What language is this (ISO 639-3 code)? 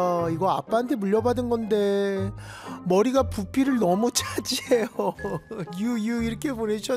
kor